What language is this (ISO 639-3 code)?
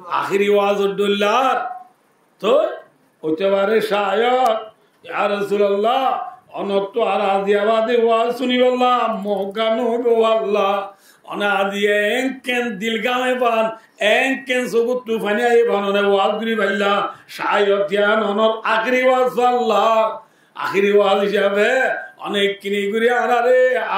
rhg